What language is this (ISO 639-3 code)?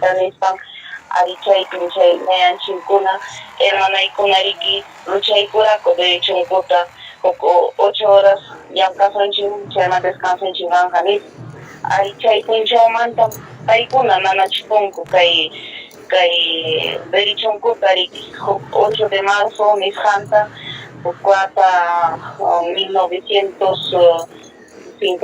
quy